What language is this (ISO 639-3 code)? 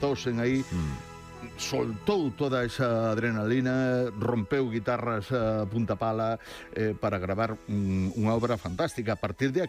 glg